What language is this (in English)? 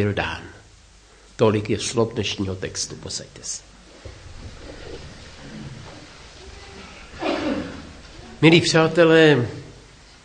Czech